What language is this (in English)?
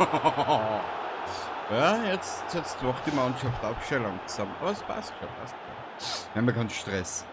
Bavarian